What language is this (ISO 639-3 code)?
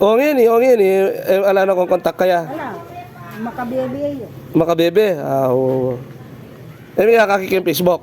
pam